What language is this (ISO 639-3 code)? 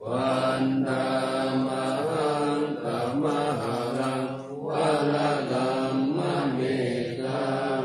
pli